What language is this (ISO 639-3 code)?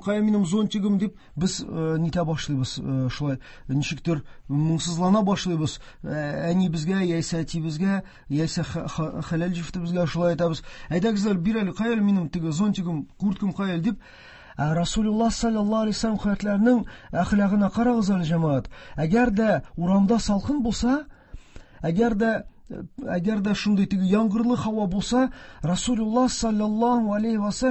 tat